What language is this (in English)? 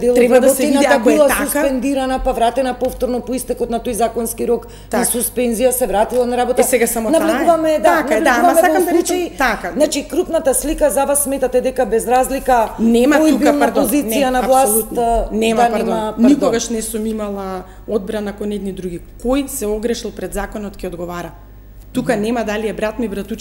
Macedonian